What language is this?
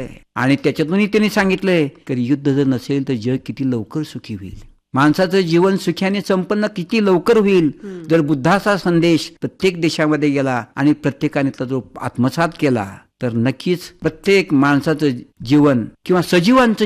Marathi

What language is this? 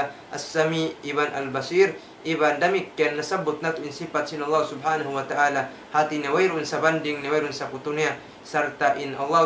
Tausug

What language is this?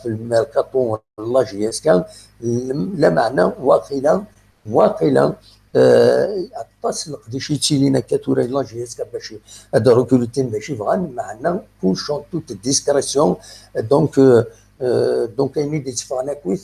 Kabyle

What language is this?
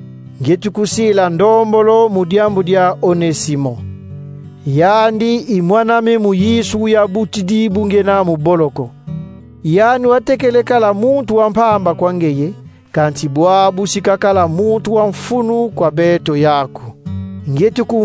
Kongo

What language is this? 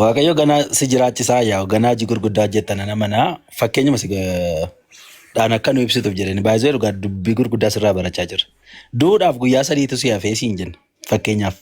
Oromo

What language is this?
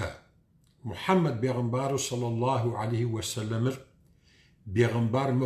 Kabardian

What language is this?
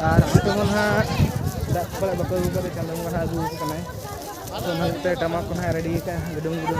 Santali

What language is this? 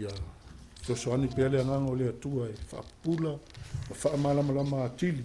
Samoan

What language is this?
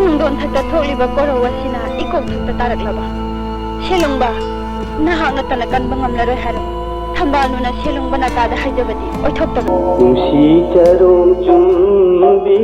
Manipuri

